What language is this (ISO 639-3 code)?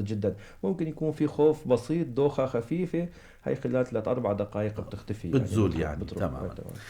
apc